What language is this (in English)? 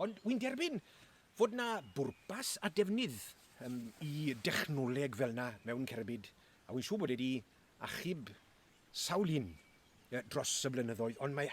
Welsh